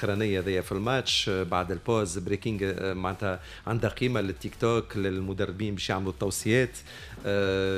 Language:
Tunisian Arabic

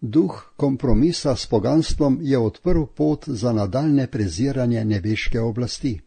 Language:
Slovenian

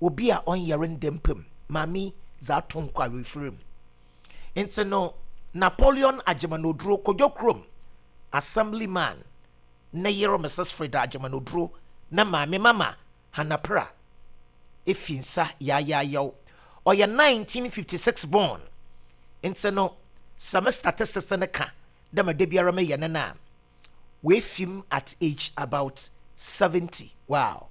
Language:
Akan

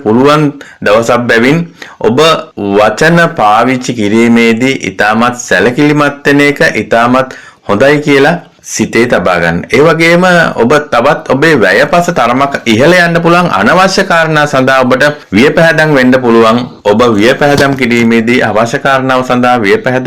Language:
Sinhala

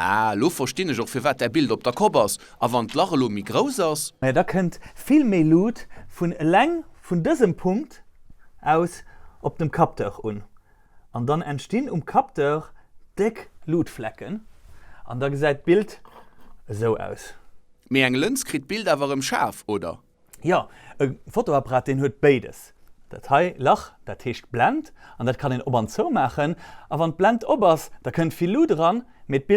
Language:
Luxembourgish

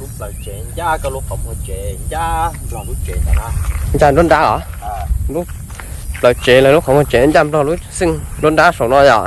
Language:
Hmong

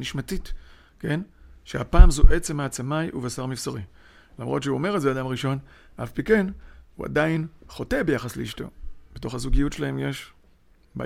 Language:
Hebrew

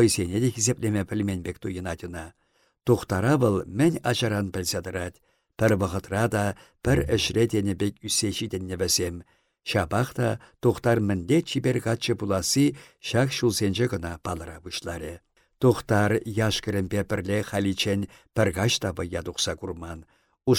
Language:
Chuvash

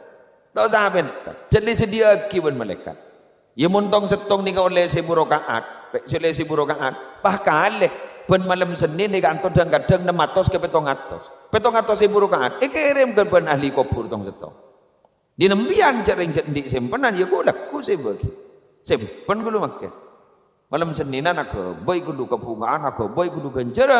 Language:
Madurese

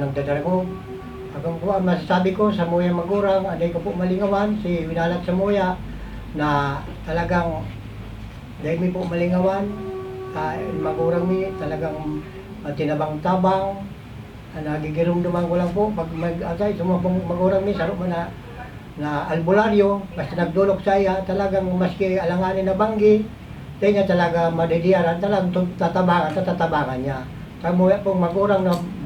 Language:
Bikol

